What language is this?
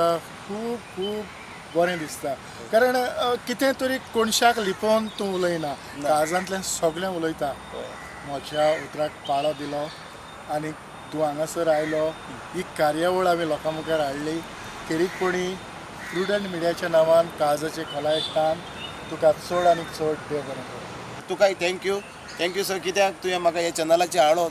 Konkani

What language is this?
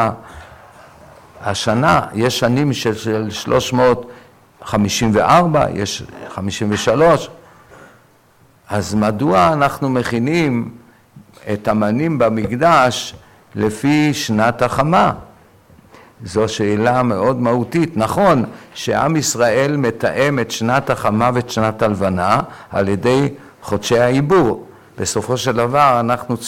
Hebrew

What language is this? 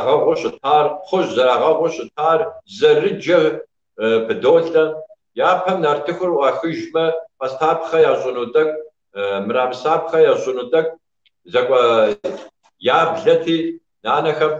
Kabardian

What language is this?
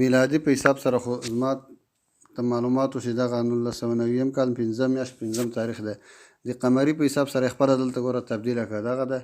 Pashto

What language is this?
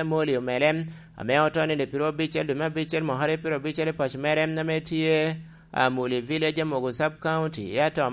Lango (Uganda)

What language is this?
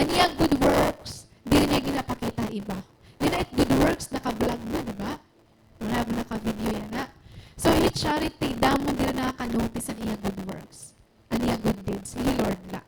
Waray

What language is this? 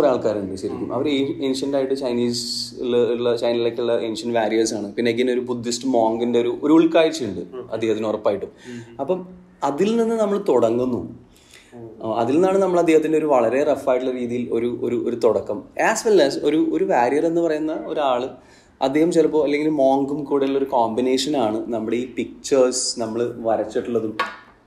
Malayalam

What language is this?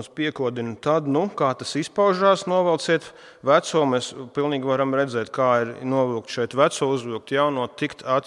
Latvian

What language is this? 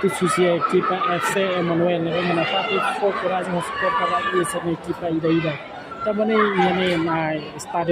Tetum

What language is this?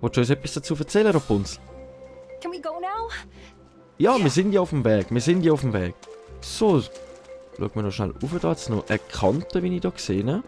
Swiss German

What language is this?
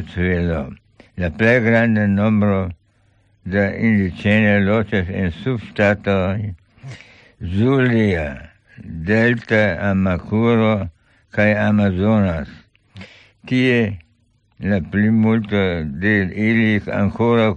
Esperanto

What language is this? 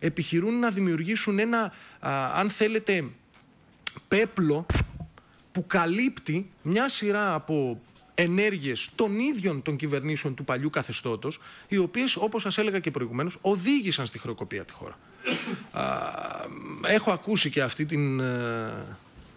Greek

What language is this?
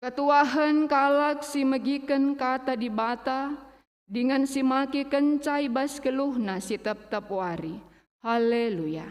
Batak Karo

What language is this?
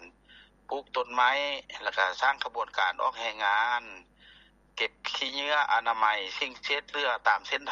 Lao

